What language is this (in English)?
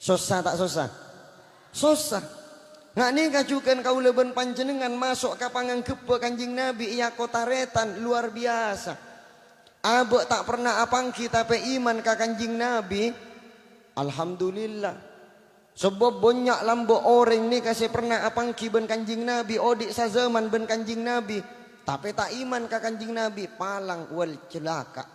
Madurese